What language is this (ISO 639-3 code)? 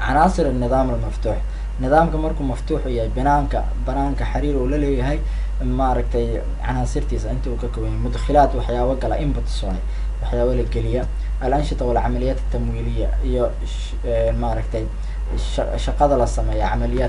som